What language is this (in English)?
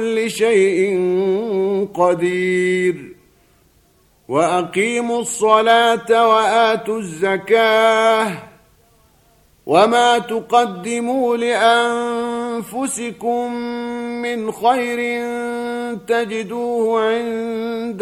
Arabic